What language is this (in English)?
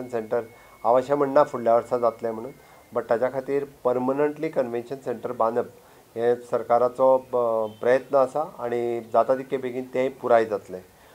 Konkani